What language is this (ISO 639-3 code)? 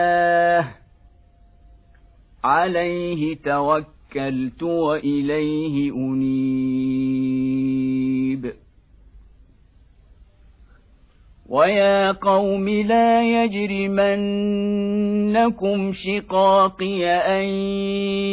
ara